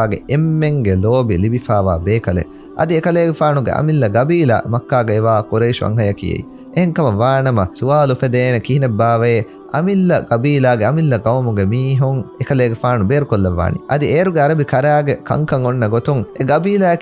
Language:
Divehi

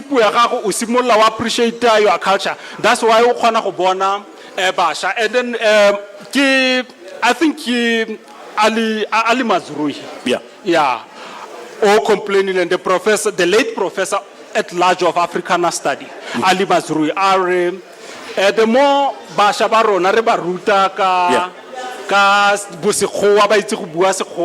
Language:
Tswana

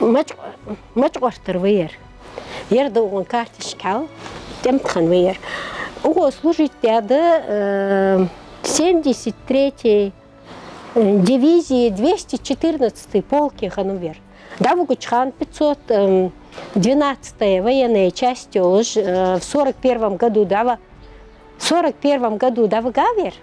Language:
Ingush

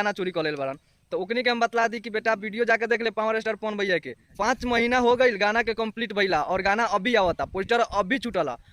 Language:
Bhojpuri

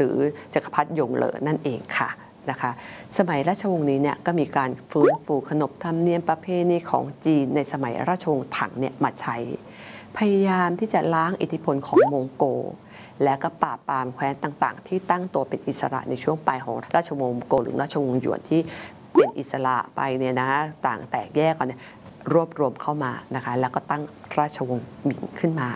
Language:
Thai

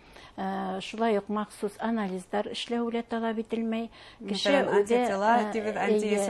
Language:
Bashkir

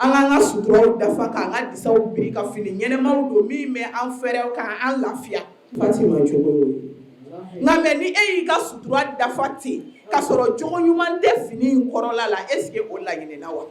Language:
Bambara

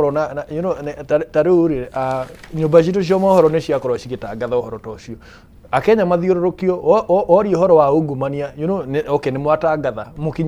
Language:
Kikuyu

